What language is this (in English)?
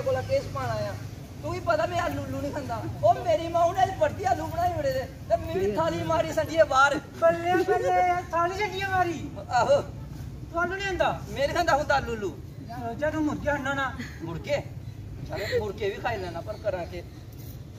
Dogri